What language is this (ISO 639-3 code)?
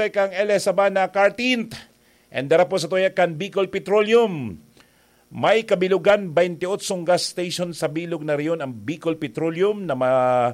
bik